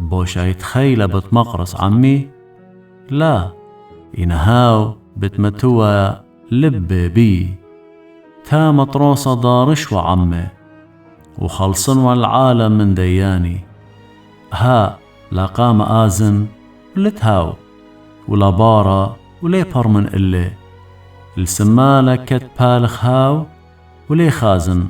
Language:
Assyrian Neo-Aramaic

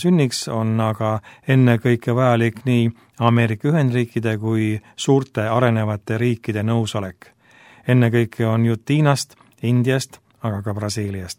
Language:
Estonian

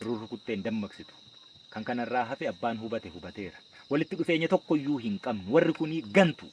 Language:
Oromo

